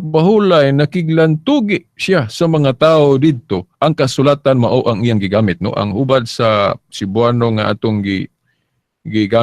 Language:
Cebuano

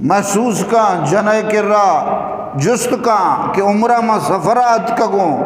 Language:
Eastern Balochi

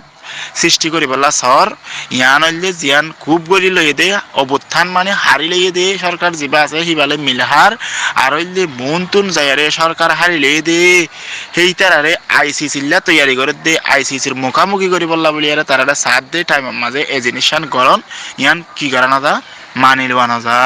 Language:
Rohingya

